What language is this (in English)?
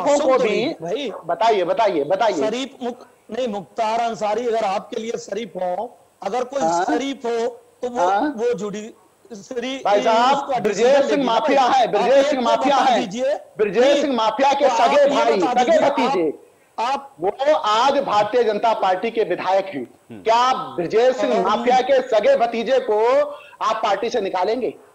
Hindi